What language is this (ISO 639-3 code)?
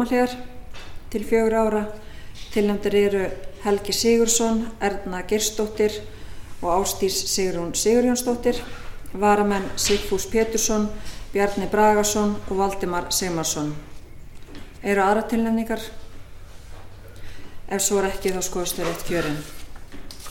isl